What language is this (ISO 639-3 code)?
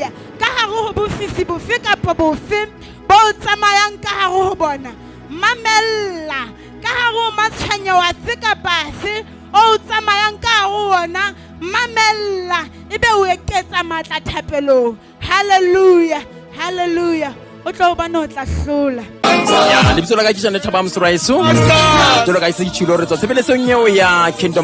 sot